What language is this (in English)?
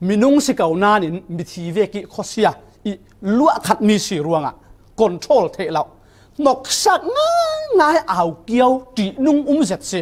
Falam Chin